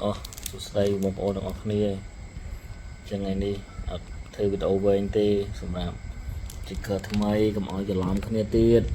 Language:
Khmer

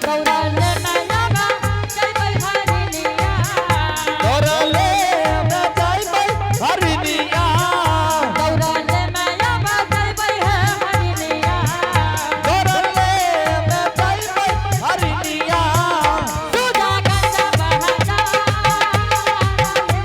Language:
Angika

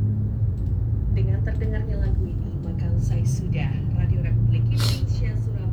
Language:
Indonesian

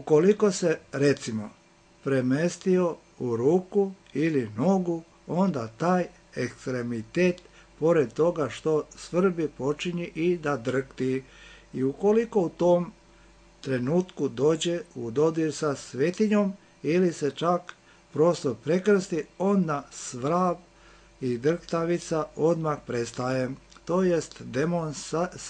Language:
Serbian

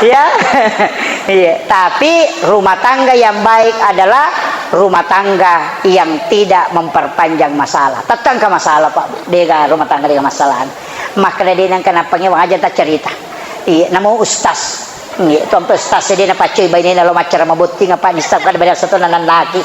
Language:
Buginese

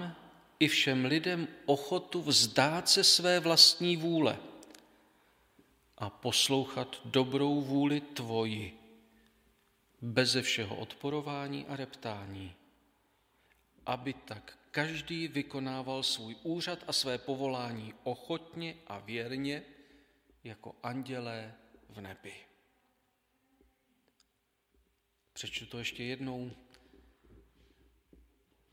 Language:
Czech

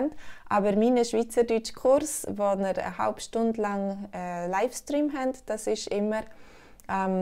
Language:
Swiss German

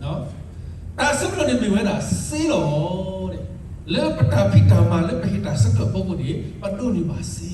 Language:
S'gaw Karen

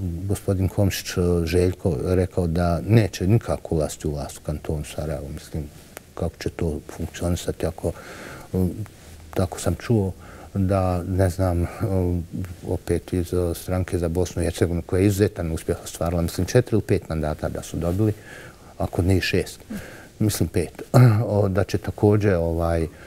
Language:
Bosnian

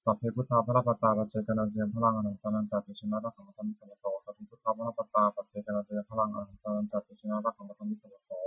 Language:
Pali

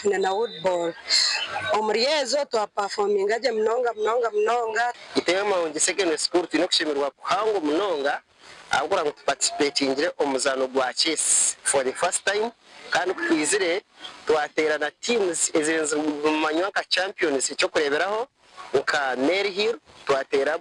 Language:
Nyankole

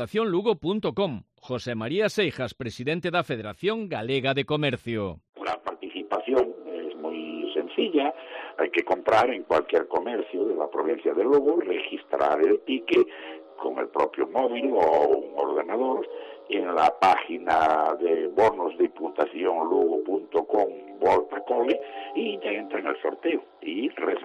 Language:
Galician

